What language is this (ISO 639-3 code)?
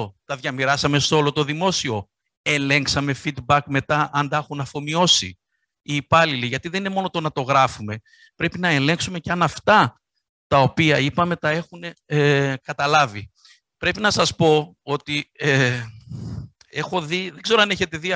ell